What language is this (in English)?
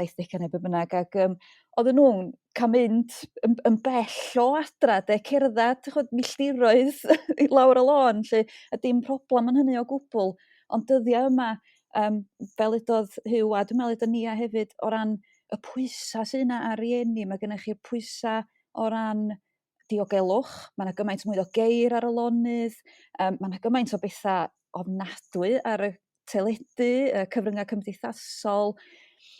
Welsh